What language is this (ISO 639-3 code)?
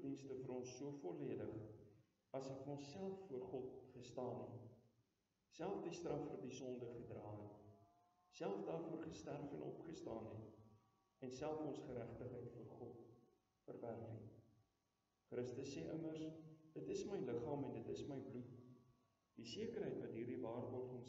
afr